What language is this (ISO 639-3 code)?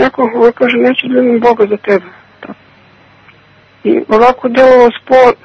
srp